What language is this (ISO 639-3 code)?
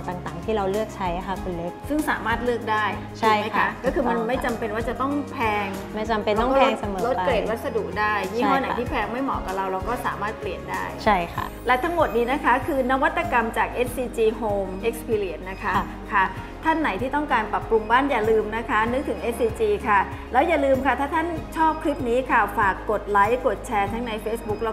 tha